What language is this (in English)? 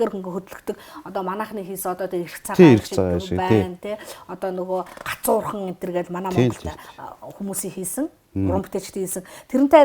Mongolian